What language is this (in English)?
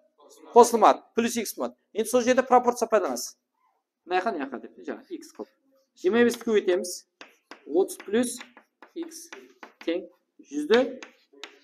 Kara-Kalpak